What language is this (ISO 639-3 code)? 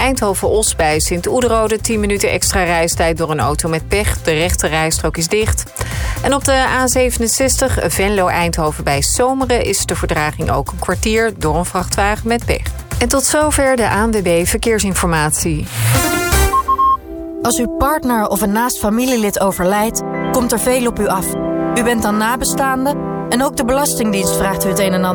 nld